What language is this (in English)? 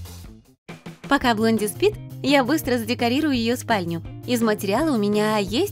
Russian